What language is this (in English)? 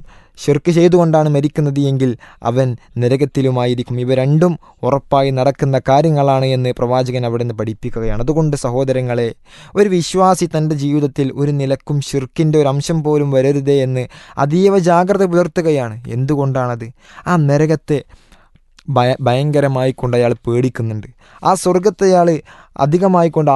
Malayalam